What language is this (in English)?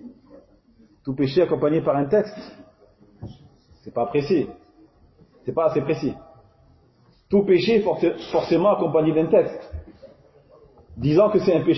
French